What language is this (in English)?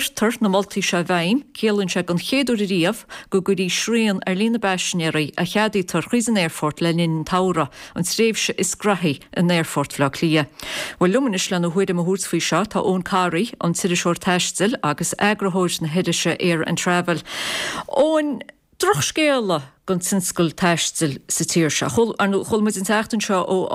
Irish